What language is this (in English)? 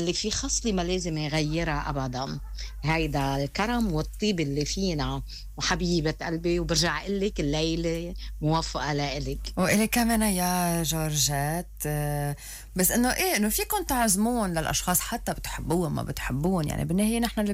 North Levantine Arabic